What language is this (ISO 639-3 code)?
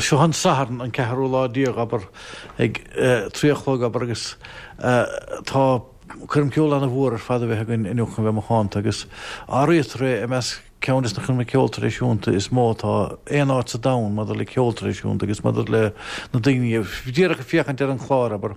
gle